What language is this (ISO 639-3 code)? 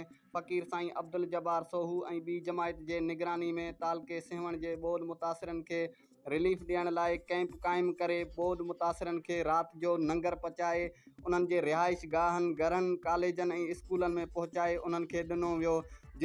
snd